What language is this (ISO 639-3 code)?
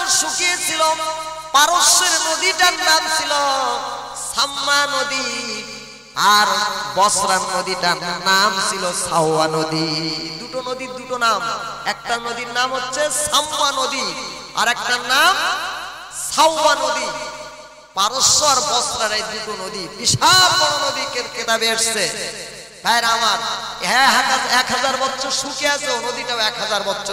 ben